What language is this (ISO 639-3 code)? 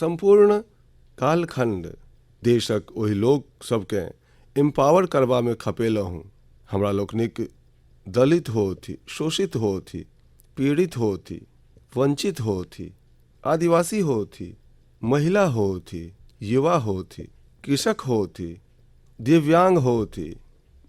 mai